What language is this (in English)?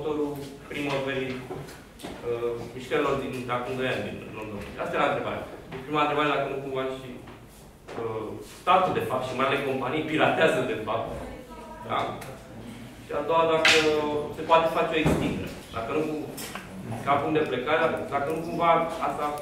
Romanian